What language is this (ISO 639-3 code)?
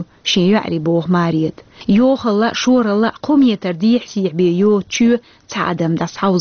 che